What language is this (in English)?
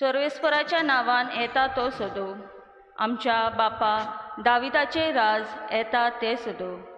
Konkani